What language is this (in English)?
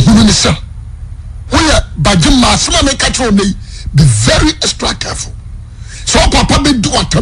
Akan